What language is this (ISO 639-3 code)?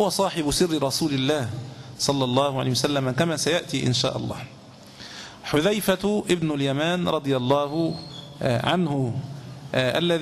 ara